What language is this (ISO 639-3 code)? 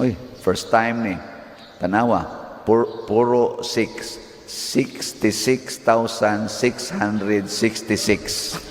ceb